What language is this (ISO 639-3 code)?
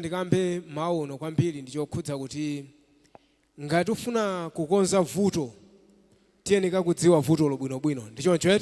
nya